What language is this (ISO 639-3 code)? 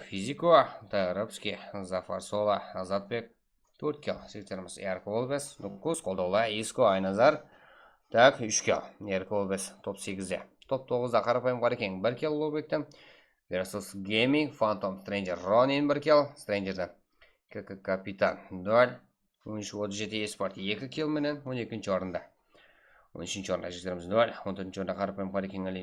kaa